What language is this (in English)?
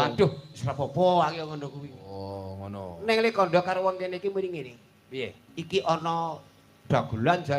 Javanese